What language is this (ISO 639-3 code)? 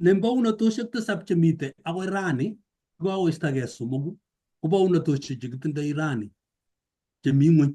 kln